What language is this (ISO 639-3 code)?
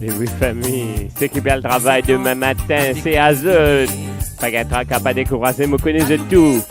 mfe